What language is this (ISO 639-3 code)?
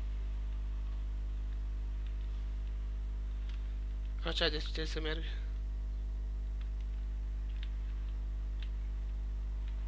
ron